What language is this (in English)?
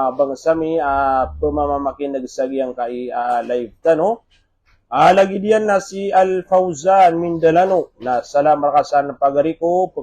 Maranao